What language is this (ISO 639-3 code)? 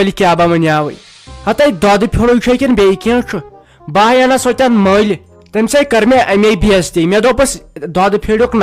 kas